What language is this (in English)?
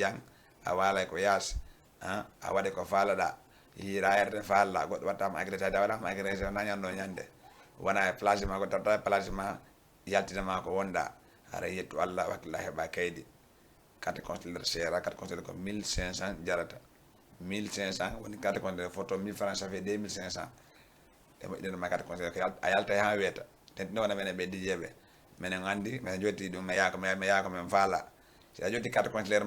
Fula